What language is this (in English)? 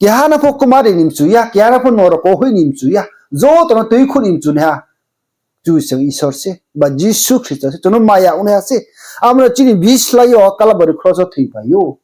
Riang (India)